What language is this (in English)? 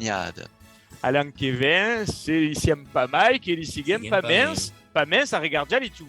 Occitan